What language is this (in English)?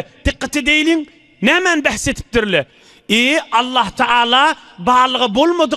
Turkmen